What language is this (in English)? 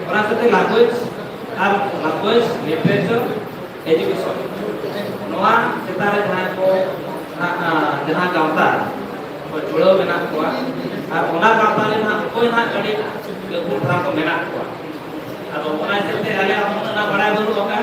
Santali